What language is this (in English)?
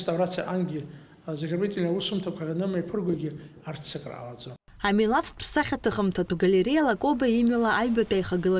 Abkhazian